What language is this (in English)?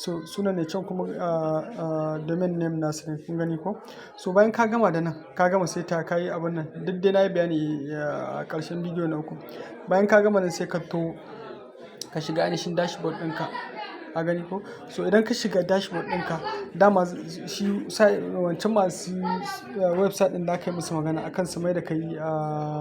Hausa